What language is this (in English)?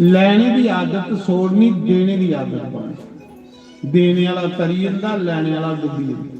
Dogri